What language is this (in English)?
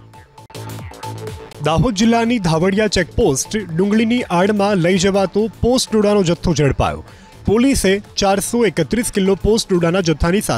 Gujarati